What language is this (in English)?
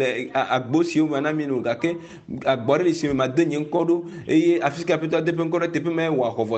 Ewe